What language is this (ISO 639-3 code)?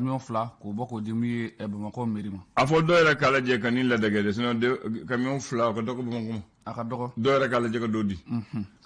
bam